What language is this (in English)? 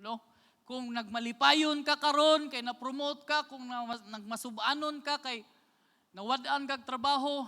Cebuano